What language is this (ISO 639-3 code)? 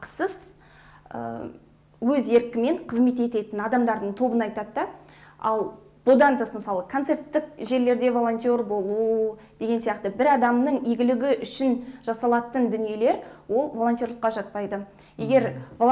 kaz